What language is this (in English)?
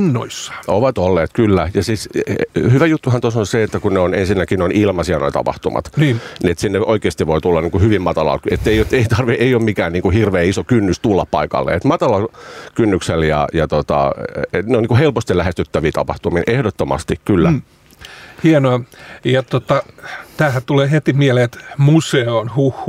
Finnish